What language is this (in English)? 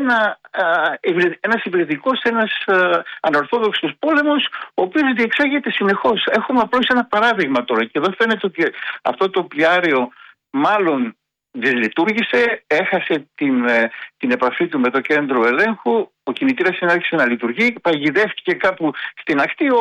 Greek